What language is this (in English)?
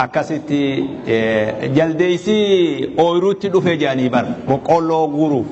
Oromo